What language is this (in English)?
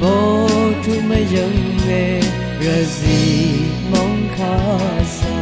Rawang